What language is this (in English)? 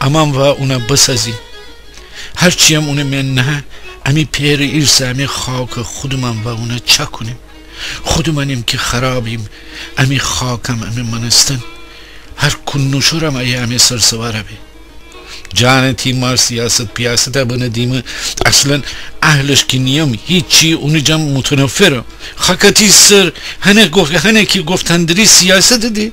Gilaki